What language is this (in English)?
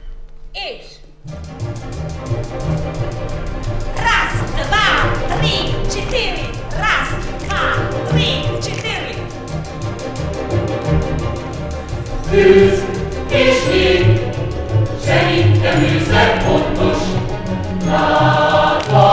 Hungarian